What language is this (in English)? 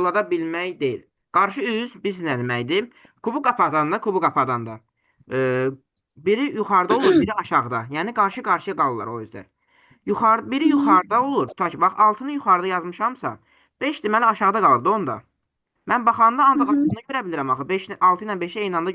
Azerbaijani